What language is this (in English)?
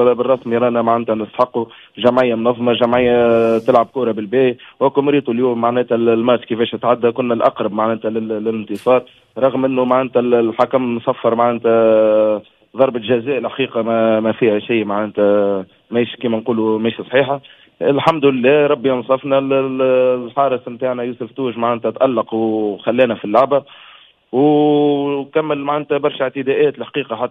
Tunisian Arabic